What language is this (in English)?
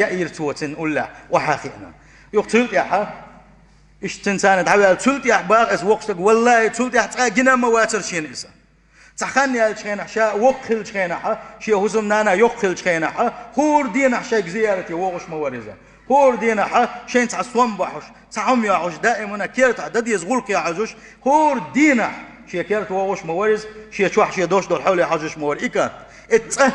Chechen